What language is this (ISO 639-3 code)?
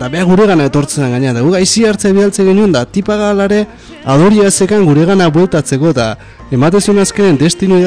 eus